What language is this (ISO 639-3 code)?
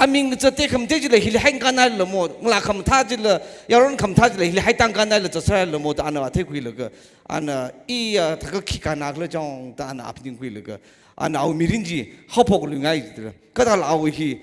nmf